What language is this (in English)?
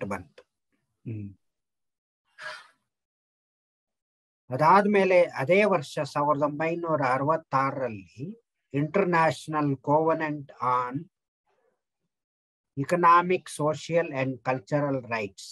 Kannada